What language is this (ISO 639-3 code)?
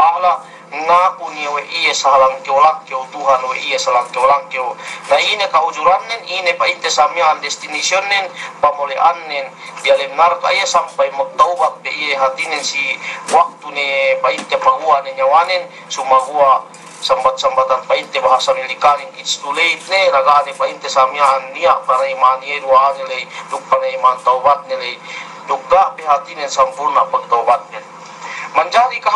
yka